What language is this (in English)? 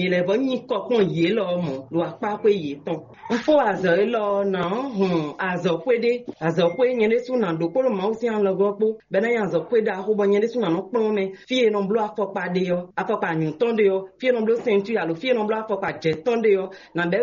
Fon